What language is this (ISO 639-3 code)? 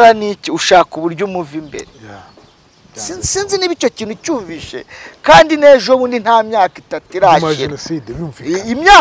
kin